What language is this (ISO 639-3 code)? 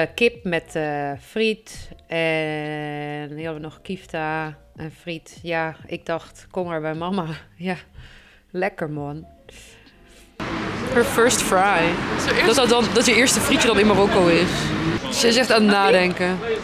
nld